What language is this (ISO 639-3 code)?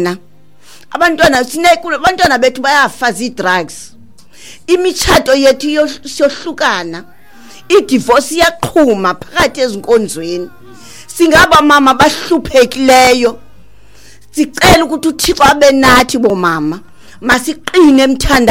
xho